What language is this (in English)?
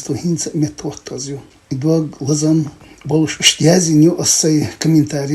Chechen